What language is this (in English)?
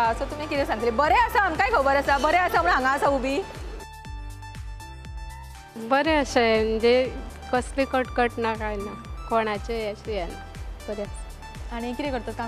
Konkani